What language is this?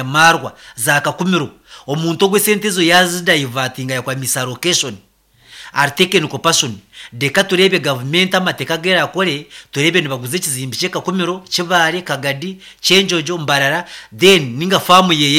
Nyankole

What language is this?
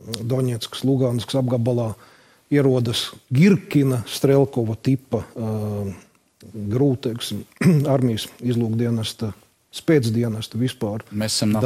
Latvian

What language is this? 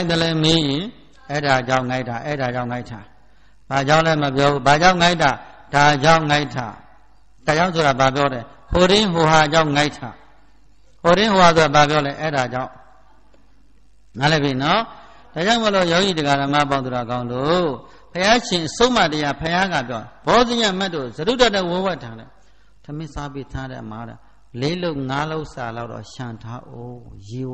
Burmese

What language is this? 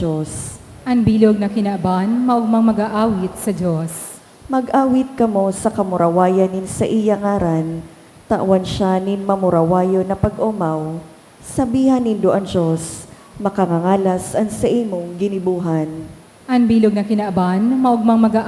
Bikol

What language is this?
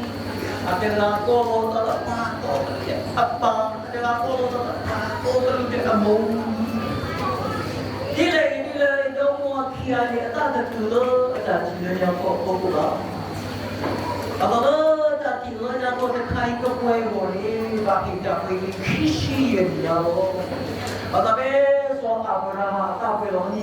S'gaw Karen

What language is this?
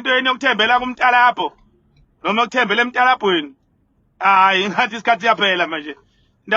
Zulu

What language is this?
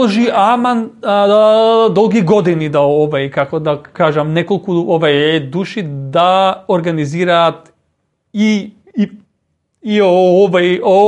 Macedonian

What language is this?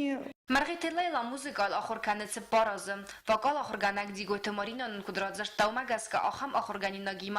Ossetic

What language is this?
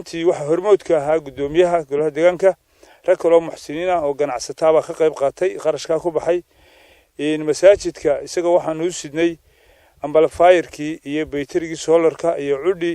Somali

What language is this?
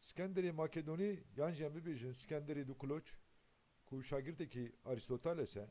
Kurdish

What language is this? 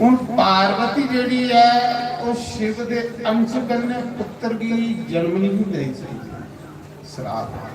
Dogri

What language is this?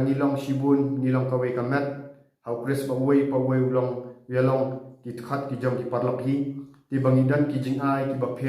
Khasi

